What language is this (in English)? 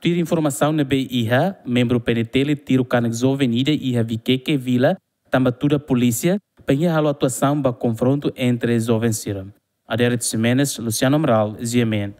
Tetum